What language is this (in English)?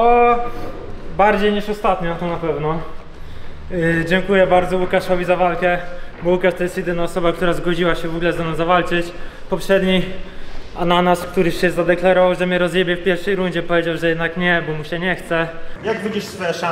Polish